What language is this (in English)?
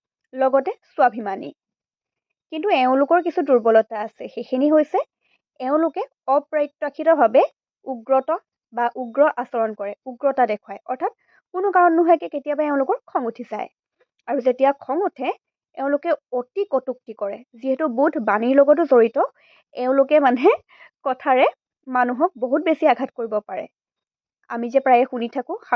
Assamese